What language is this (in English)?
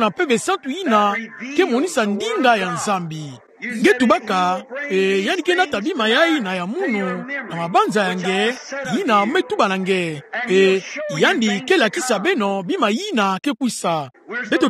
Kituba (Democratic Republic of Congo)